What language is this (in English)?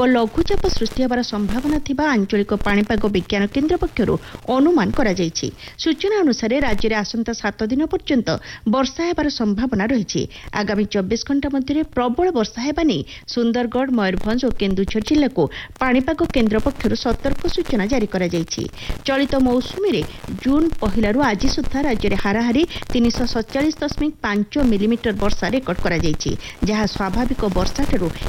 Odia